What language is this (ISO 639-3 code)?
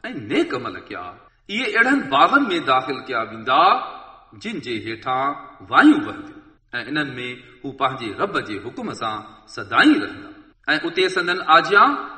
snd